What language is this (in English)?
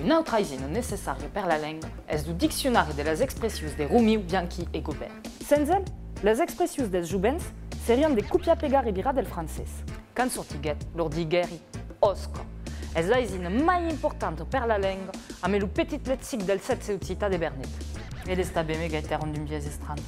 Occitan